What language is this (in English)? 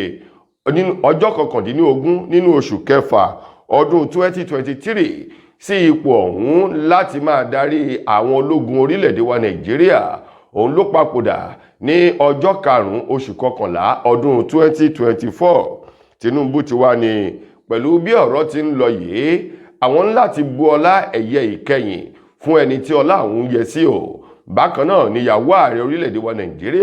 Yoruba